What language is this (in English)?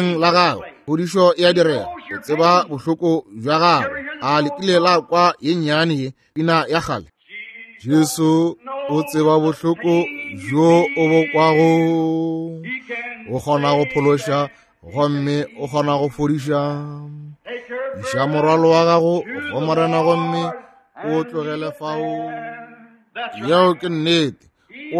Northern Sotho